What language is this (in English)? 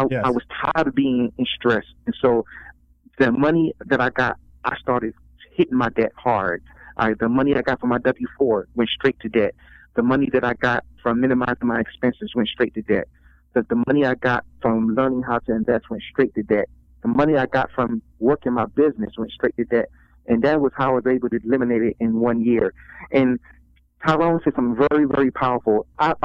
English